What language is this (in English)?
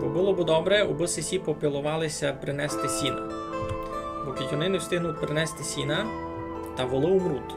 Rusyn